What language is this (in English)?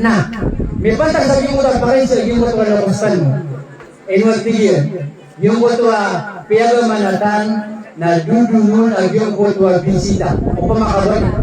Maranao